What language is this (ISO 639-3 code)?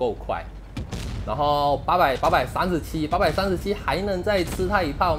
zho